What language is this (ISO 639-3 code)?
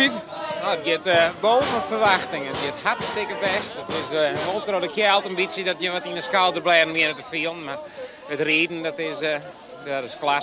fry